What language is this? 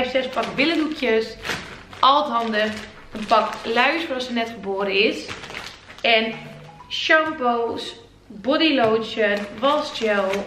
Dutch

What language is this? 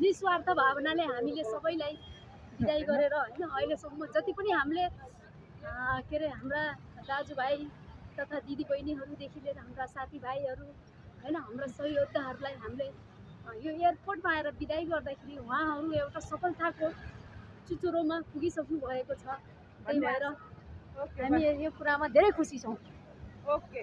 Nepali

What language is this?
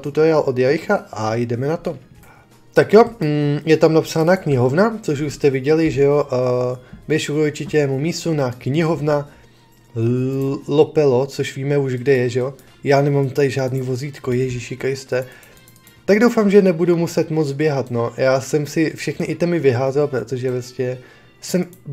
Czech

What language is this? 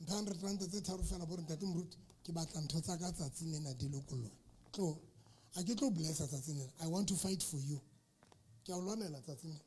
Southern Sotho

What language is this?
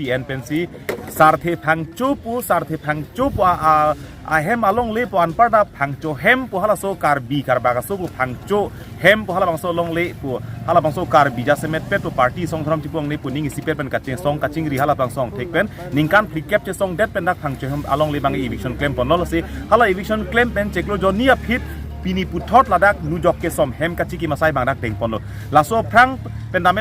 Karbi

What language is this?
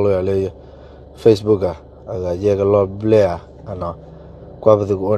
S'gaw Karen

